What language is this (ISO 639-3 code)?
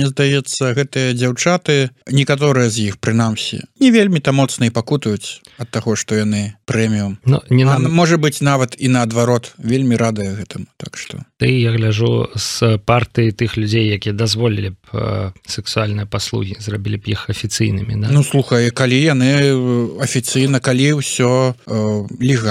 bel